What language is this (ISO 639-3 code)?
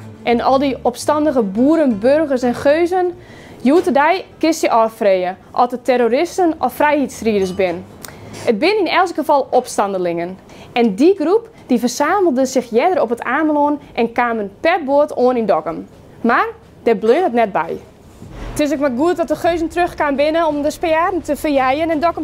fry